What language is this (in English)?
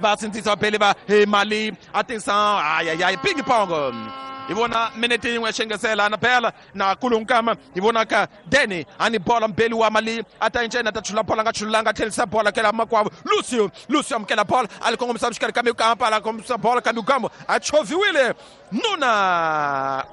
Tsonga